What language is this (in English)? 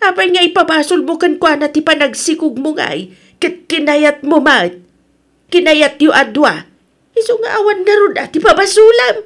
Iloko